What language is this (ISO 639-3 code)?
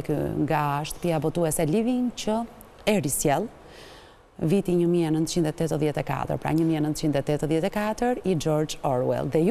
sqi